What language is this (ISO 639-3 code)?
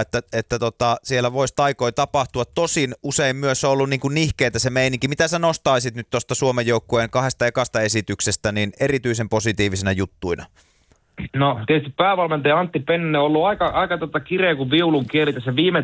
fin